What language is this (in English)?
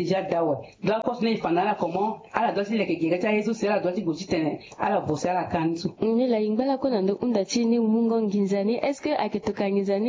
Sango